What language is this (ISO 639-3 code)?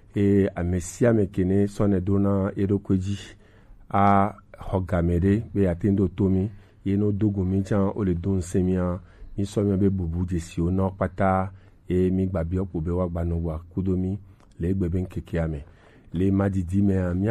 gej